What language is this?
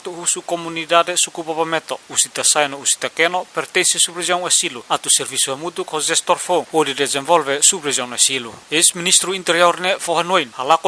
Tetum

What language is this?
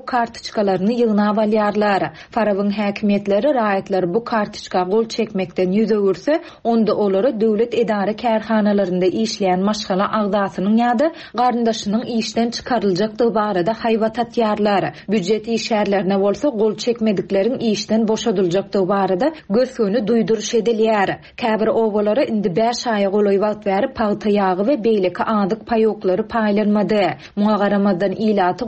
Turkmen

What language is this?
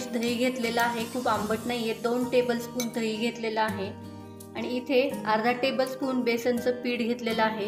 Marathi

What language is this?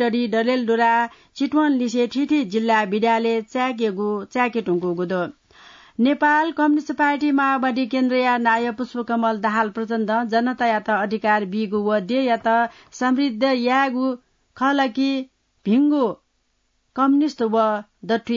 Newari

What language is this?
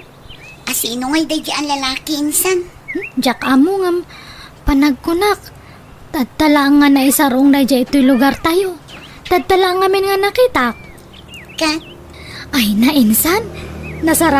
Iloko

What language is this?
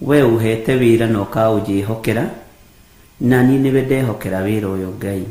Kikuyu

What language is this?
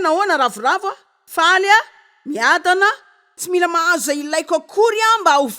Malagasy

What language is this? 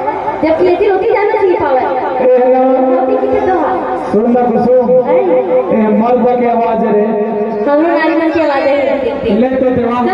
Chhattisgarhi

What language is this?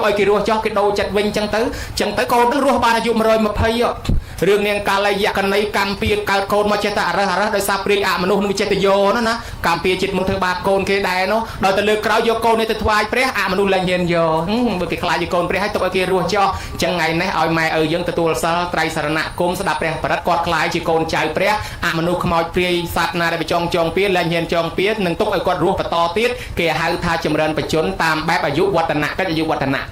Khmer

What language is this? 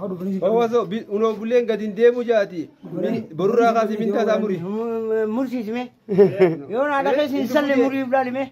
Oromo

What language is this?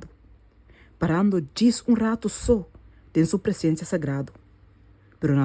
Papiamento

